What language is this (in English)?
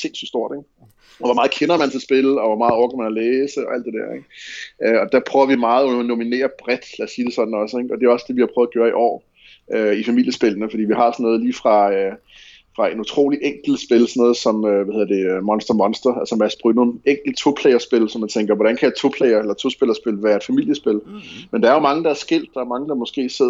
Danish